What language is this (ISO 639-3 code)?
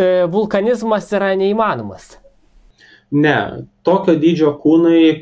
lit